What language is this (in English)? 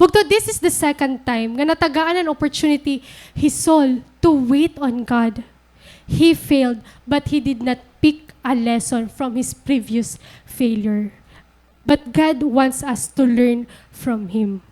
Waray